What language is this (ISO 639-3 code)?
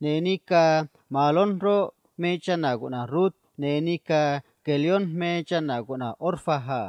trc